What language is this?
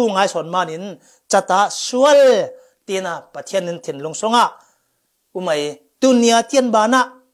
Falam Chin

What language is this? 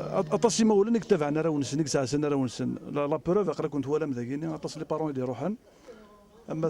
Kabyle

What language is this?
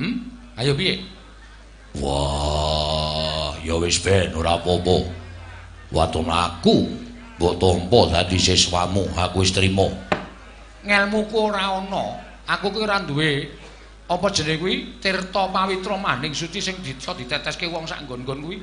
Javanese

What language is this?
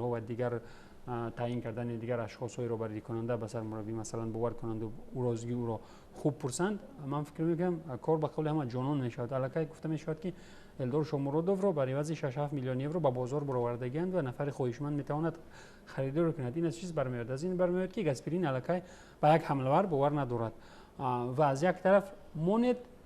Tajik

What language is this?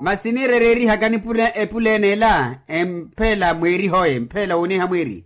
Makhuwa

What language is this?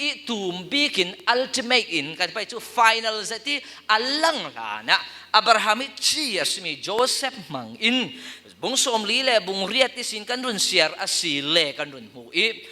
Falam Chin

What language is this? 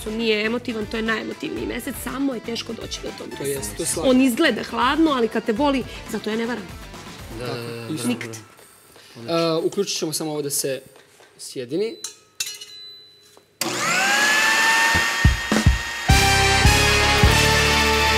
Serbian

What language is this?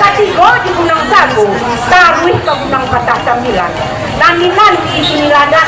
Minangkabau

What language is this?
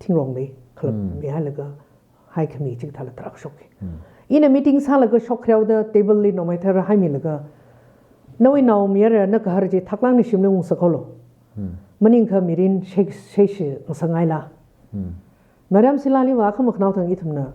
Tangkhul Naga (India)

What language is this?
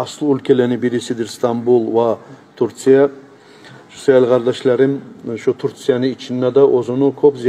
Kumyk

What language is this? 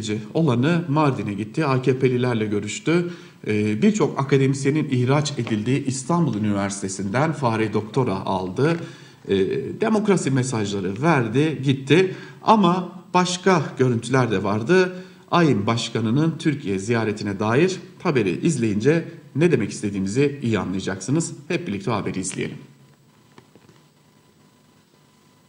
Turkish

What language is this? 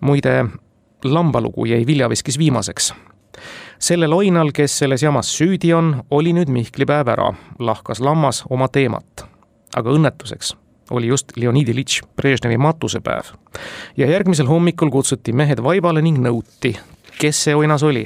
Estonian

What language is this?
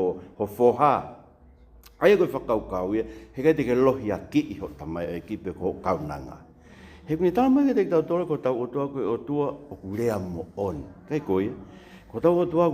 Tongan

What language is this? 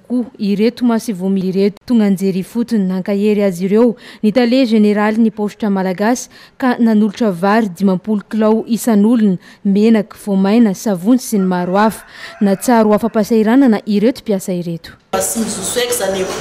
Malagasy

